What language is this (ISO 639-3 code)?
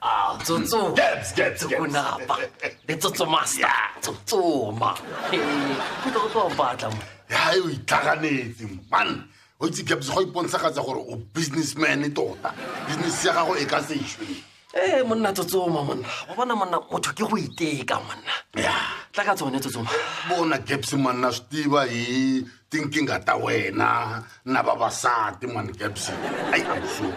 tsn